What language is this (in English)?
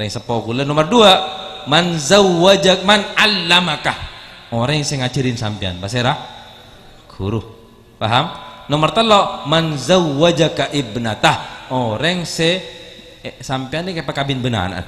Madurese